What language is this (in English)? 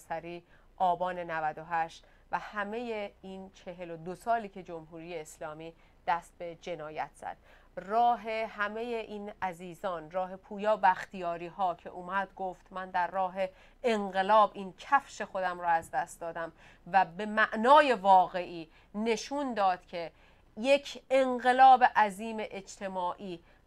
Persian